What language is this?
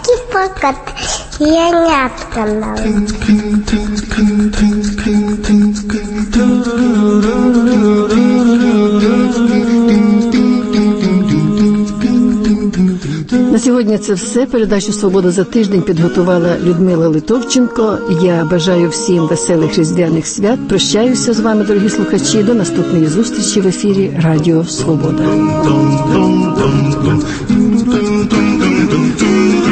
Ukrainian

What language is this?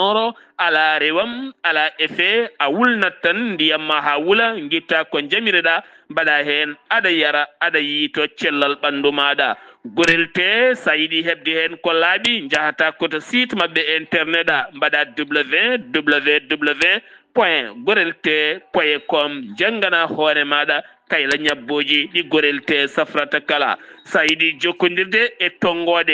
Fula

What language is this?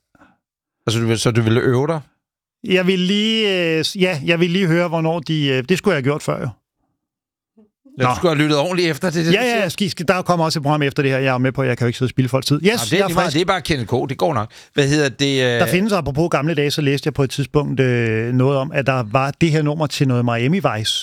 Danish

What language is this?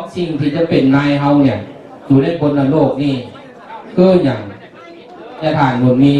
Lao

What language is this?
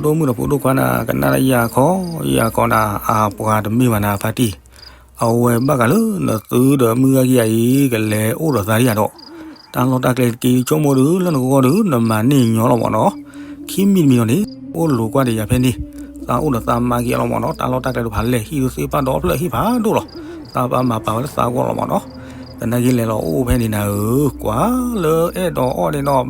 S'gaw Karen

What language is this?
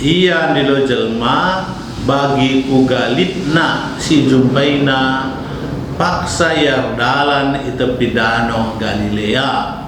Batak Karo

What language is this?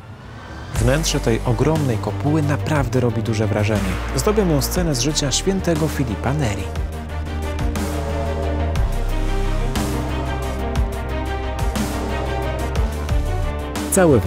Polish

